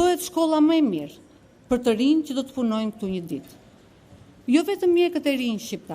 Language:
Albanian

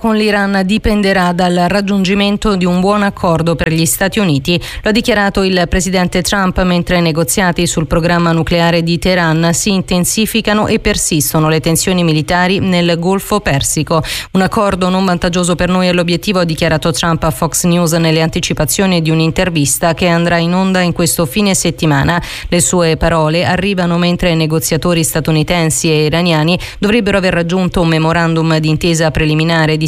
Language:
Italian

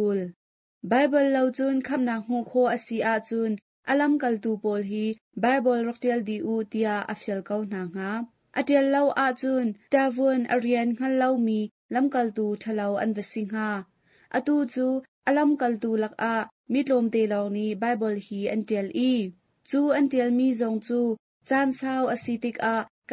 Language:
Hakha Chin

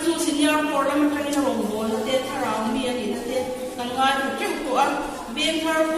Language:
Mizo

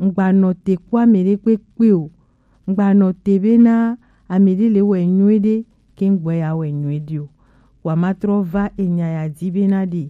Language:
Gen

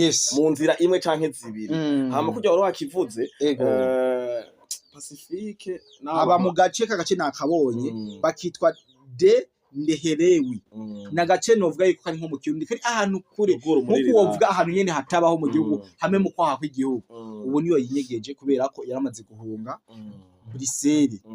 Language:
Rundi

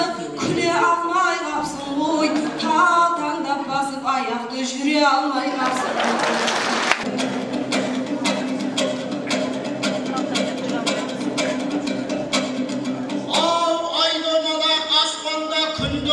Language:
Kazakh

